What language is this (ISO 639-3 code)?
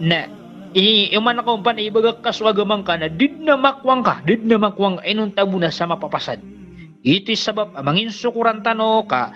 mrw